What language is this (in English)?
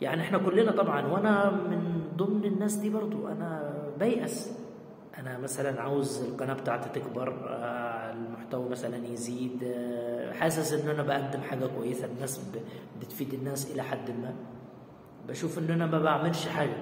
Egyptian Arabic